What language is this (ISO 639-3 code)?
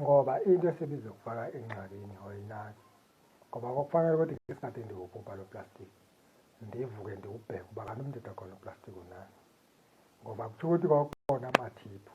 zul